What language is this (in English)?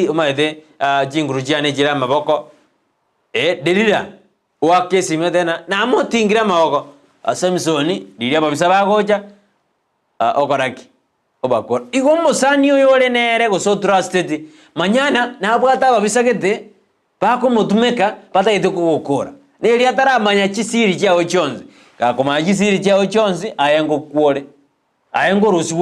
Gusii